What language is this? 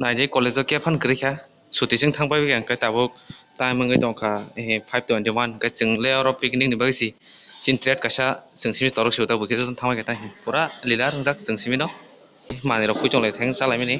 Kok Borok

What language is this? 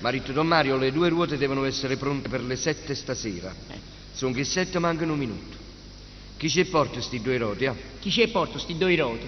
Neapolitan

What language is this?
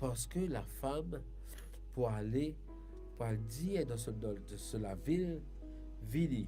Morisyen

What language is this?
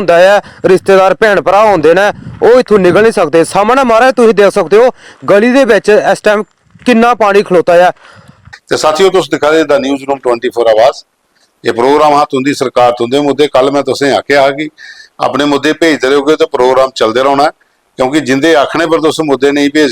Dogri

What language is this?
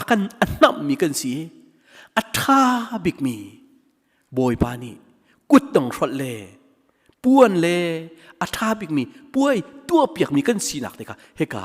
Hakha Chin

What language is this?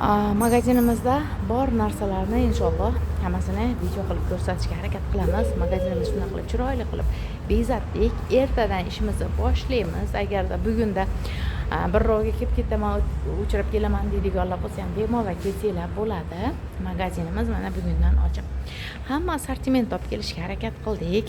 Uzbek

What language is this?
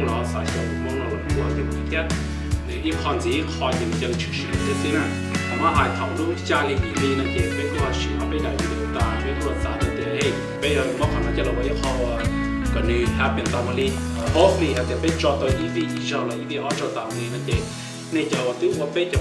Hmong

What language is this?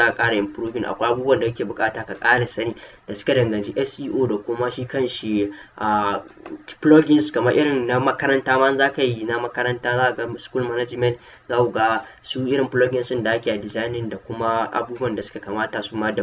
Hausa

